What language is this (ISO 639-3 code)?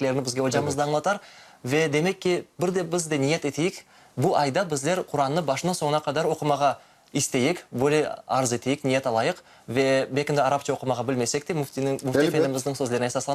crh